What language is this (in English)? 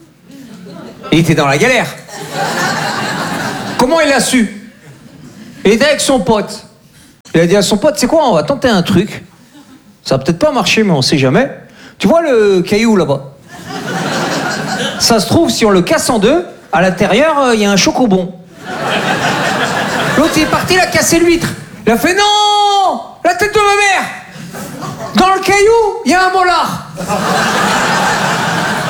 French